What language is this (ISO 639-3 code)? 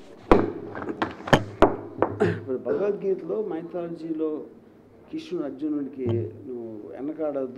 tel